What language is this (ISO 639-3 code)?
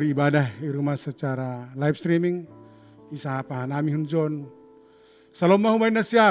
bts